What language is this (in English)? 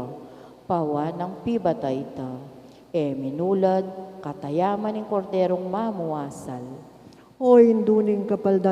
Pampanga